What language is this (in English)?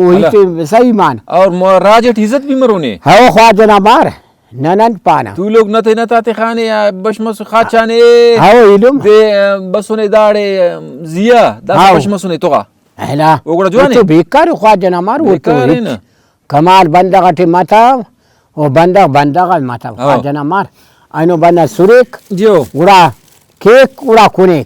Brahui